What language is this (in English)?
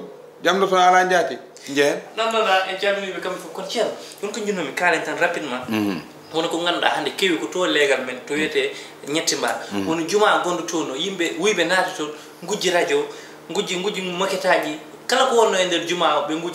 Fula